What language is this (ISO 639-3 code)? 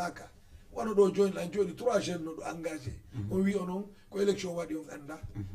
ful